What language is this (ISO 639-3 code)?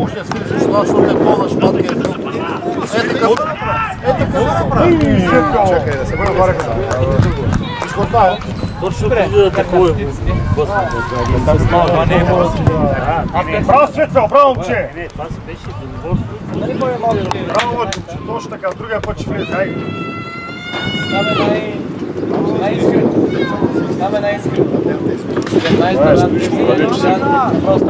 bul